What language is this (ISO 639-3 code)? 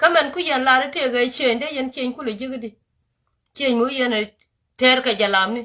nus